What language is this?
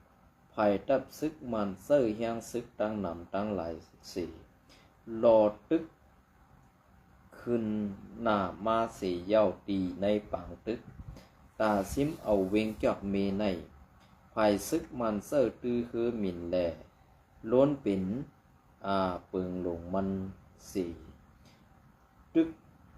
Shan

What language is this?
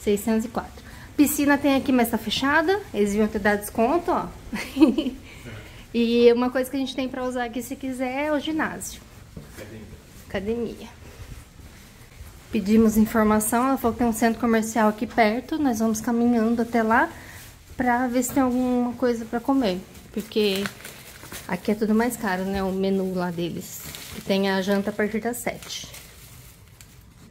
Portuguese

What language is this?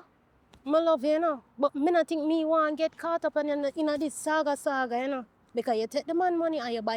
Jamaican Creole English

